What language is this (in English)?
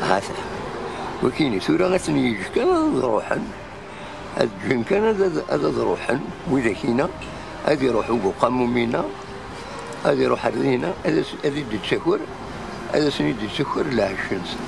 Kabyle